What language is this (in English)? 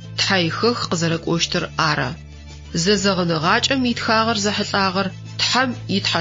Adyghe